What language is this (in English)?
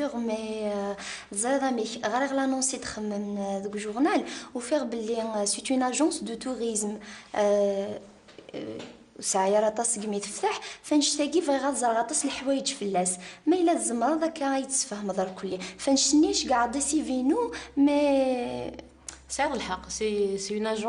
Kabyle